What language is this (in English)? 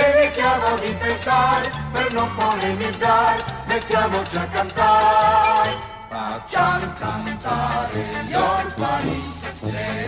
Italian